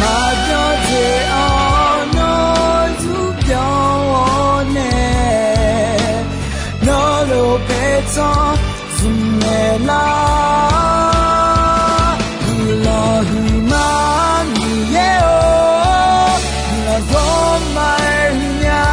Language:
Akha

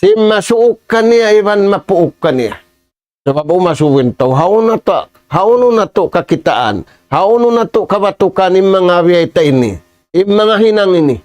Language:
Tausug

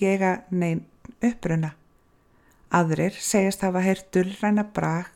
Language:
Icelandic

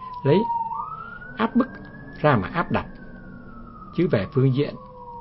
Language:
Vietnamese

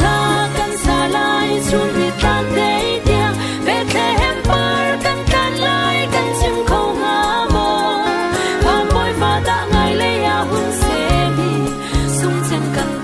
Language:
Falam Chin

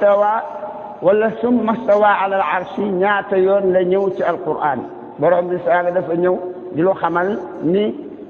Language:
Wolof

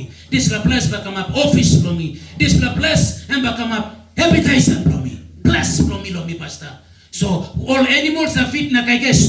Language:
Tok Pisin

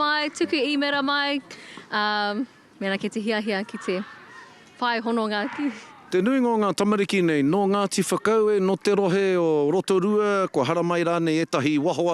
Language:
Māori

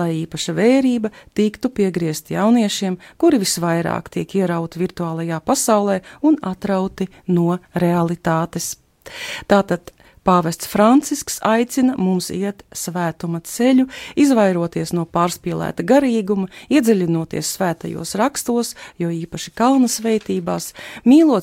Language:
Latvian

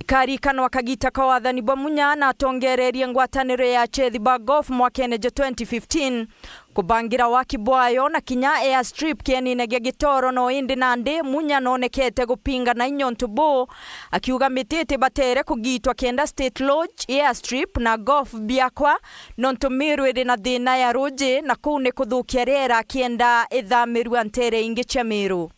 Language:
Meru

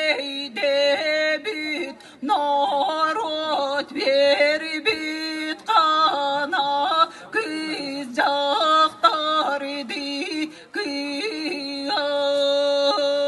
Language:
Yakut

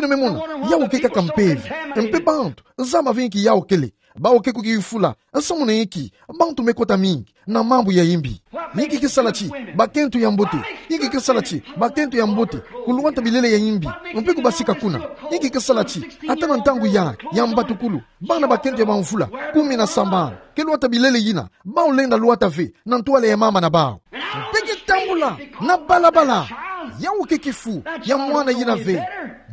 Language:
Kituba (Democratic Republic of Congo)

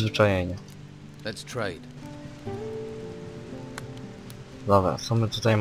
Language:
Polish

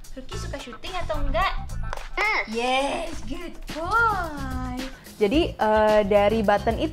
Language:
Indonesian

